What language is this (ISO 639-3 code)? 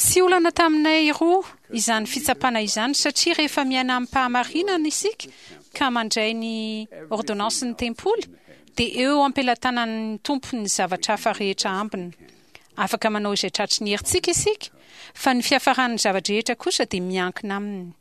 mlg